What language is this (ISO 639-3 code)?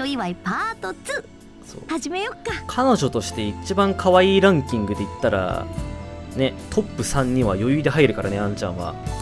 jpn